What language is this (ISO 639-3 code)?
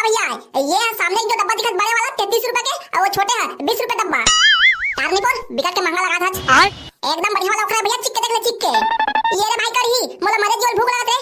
hne